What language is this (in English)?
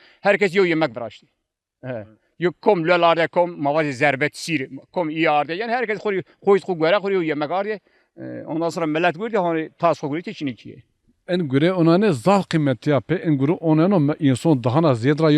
Zaza